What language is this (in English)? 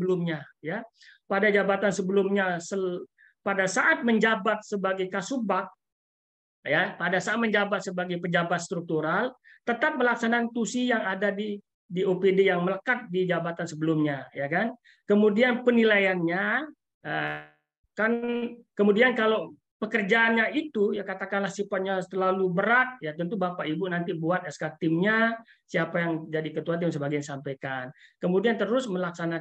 Indonesian